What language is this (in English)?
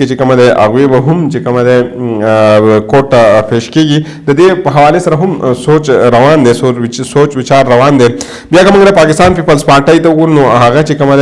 Pashto